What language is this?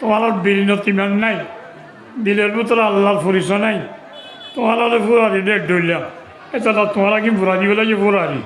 Rohingya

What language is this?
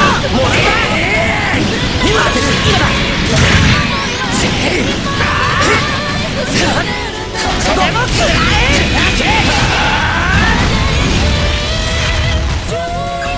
Japanese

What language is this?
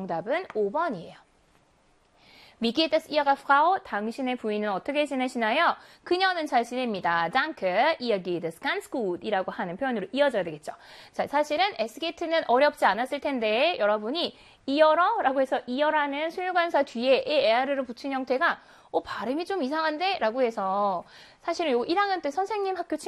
Korean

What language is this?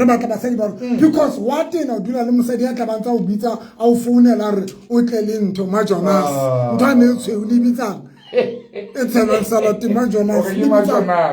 Southern Sotho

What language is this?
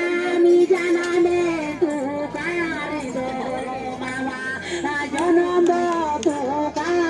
Santali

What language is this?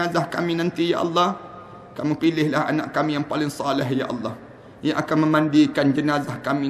Malay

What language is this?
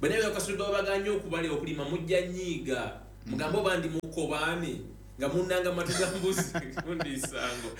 Ganda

